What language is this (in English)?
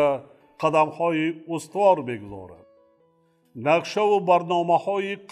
Tajik